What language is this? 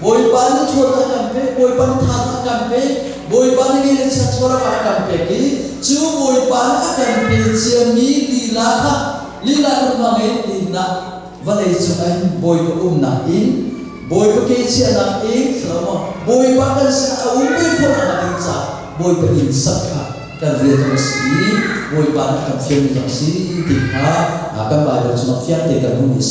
Hakha Chin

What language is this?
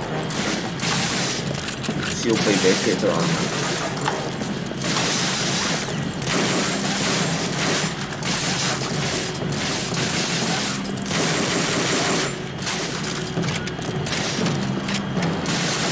Hungarian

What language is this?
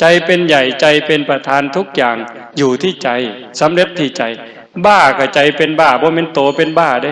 Lao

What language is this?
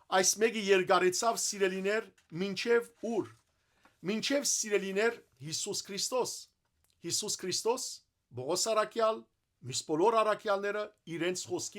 Western Armenian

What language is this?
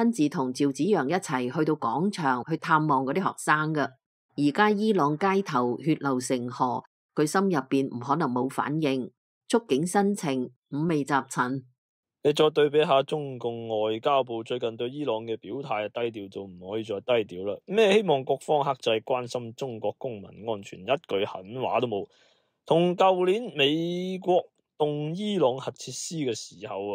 Cantonese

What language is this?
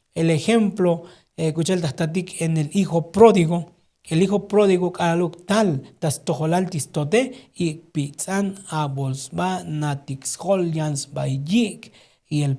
Tzotzil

